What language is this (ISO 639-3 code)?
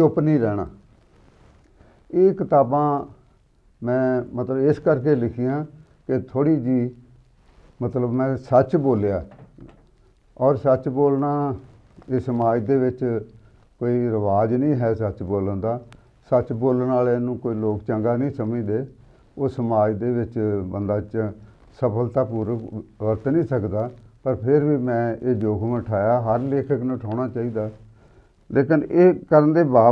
pan